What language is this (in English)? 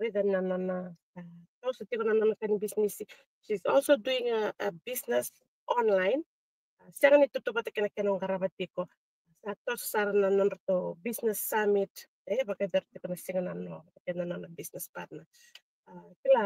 Fijian